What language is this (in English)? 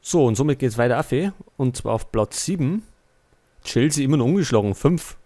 Bavarian